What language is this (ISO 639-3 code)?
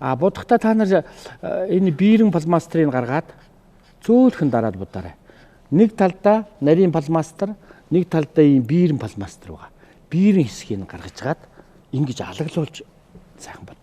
mon